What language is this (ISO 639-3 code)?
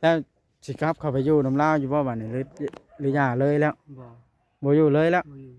tts